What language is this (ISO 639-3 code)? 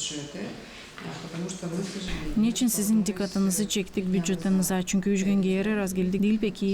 gag